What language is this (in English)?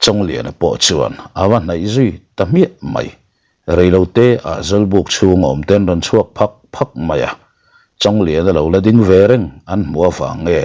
Mizo